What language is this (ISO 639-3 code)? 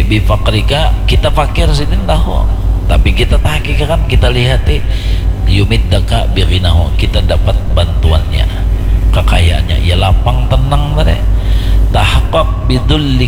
bjn